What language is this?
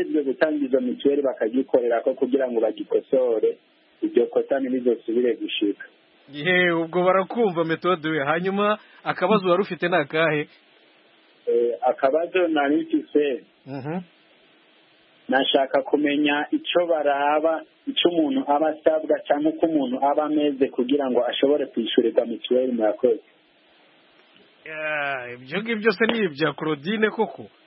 Kinyarwanda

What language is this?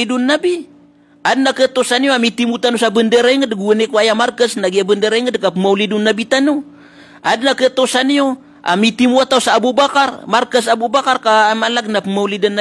Maranao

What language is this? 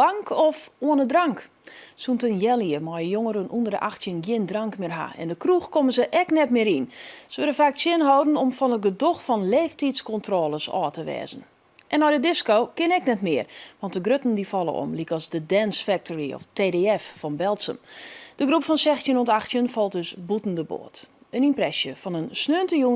Western Frisian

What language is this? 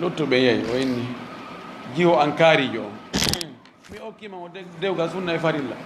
Fula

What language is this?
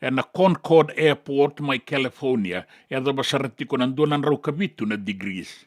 Fijian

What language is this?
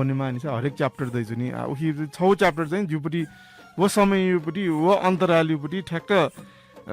Newari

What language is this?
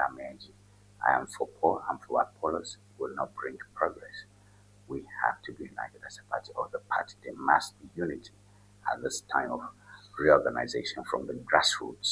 Ewe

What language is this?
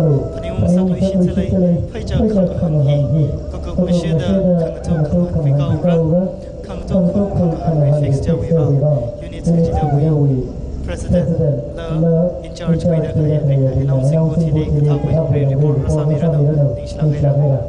Tangkhul Naga (India)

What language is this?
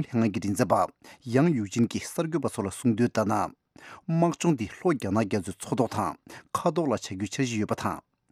Tibetan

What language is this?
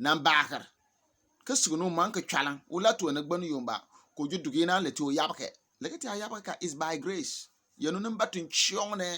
Bimoba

